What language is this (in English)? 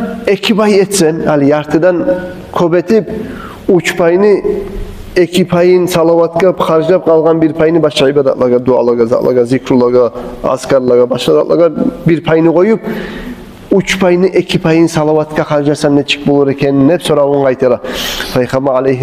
Kumyk